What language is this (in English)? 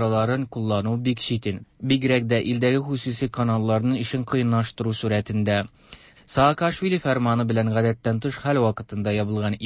Tatar